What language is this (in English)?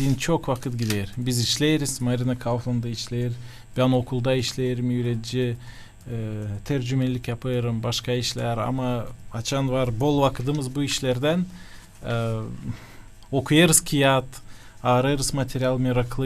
Gagauz